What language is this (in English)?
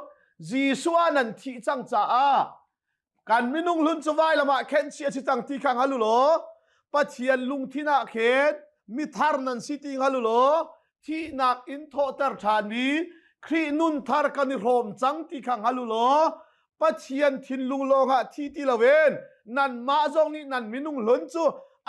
Hakha Chin